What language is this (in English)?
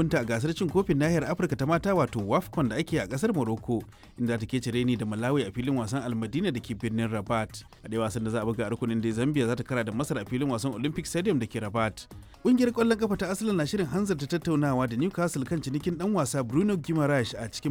Hausa